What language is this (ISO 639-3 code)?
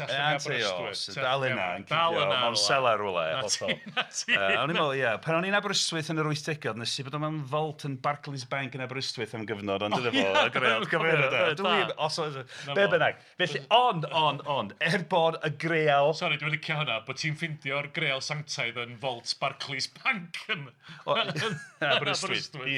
cym